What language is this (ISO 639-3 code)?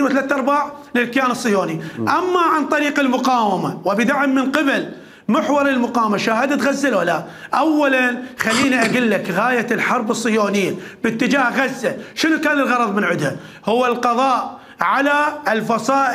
acm